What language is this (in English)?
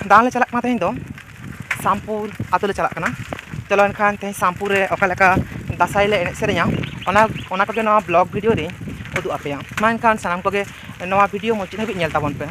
Santali